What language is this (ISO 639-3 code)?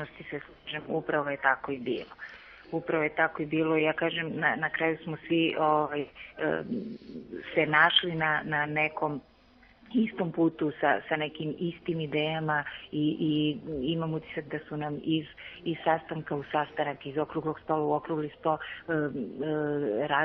srp